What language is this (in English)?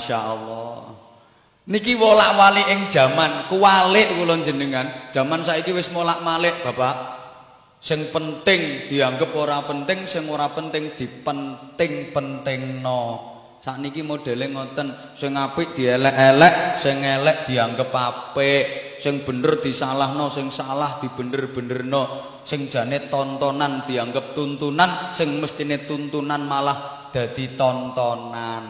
Javanese